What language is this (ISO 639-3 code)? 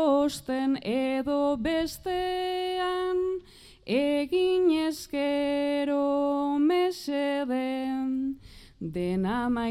eus